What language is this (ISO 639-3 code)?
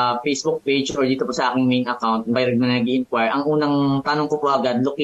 fil